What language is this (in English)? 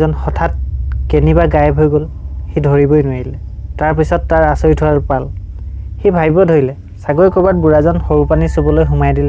Assamese